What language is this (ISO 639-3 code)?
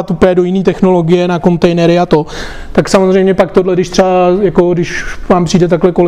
ces